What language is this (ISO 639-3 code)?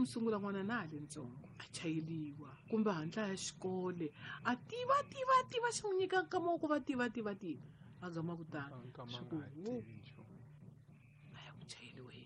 tso